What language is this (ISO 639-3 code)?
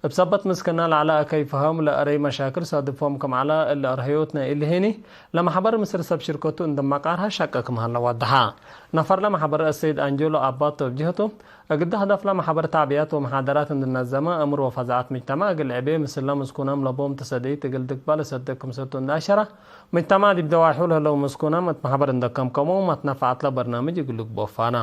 tig